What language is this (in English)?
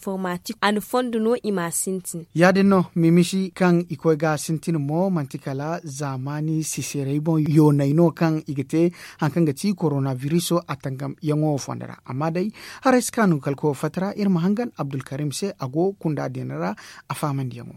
Zarma